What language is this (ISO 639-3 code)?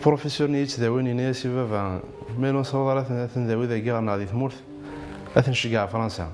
kab